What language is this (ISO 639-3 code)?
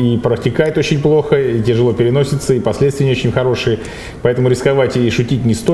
rus